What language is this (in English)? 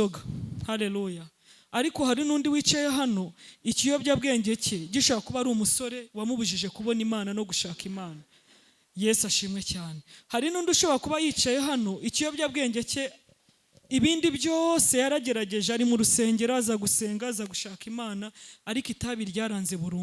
Kinyarwanda